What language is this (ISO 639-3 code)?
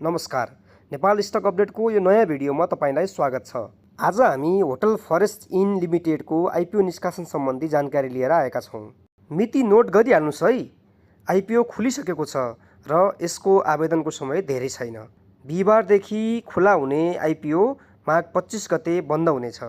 nep